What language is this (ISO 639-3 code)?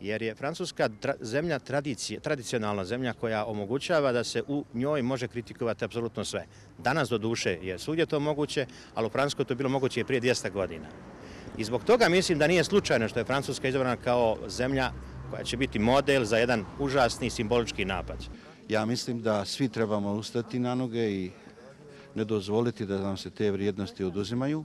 hrv